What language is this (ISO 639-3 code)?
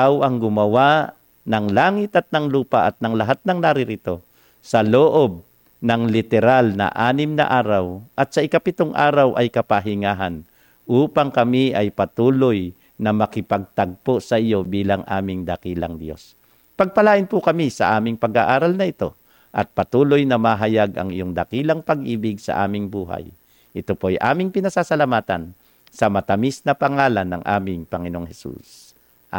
fil